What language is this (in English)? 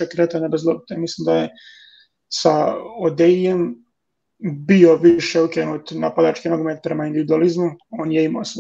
Croatian